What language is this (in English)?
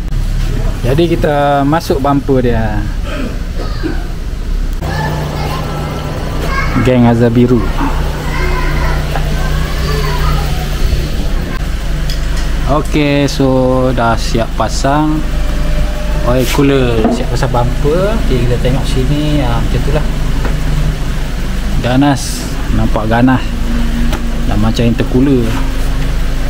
Malay